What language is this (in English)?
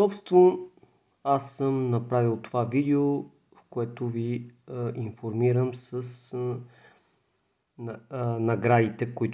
Bulgarian